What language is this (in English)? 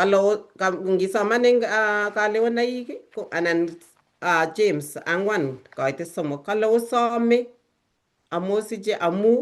Kalenjin